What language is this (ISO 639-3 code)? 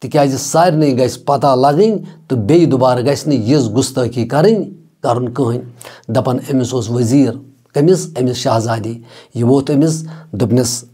kas